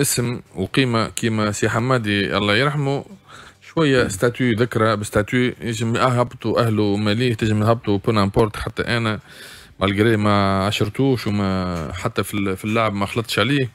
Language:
Tunisian Arabic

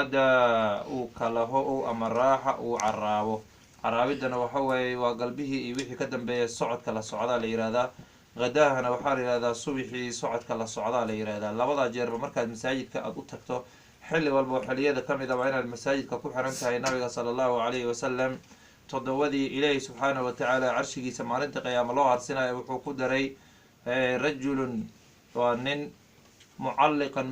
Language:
Somali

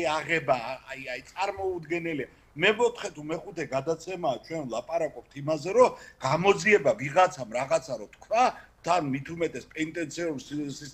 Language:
Georgian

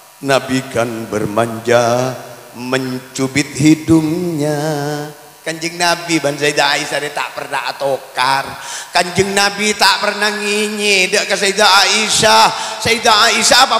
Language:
Madurese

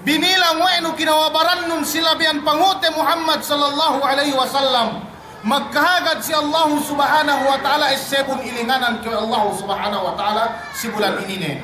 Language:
Yakan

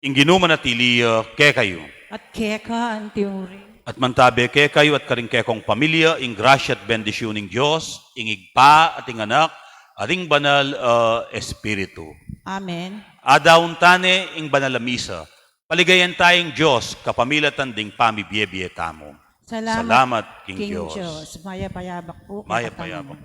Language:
Pampanga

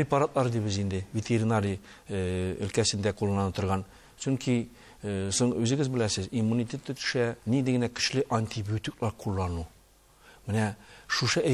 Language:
Tatar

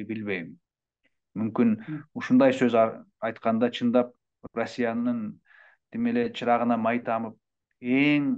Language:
Kyrgyz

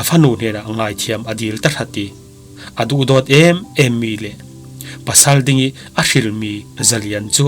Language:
Falam Chin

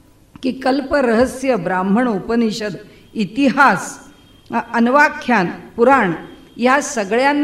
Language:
Marathi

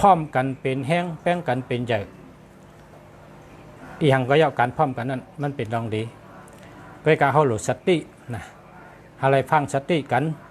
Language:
Shan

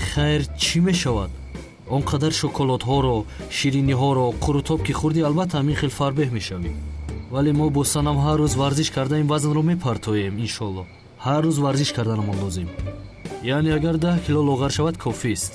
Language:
Tajik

